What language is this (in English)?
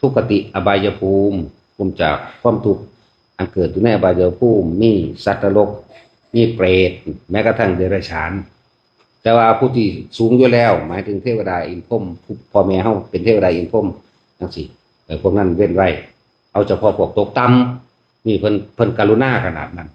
Northeastern Thai